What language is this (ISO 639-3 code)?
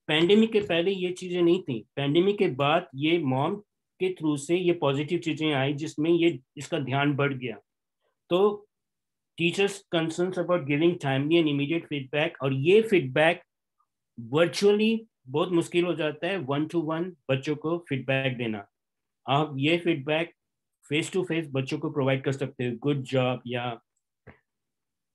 hin